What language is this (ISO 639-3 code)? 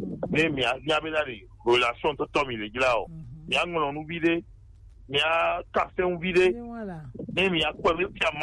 gej